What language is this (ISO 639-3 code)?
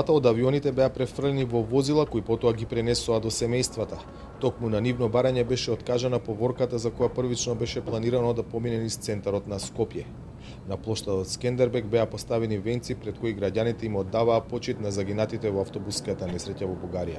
mkd